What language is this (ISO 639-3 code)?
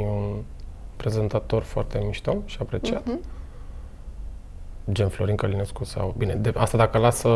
ron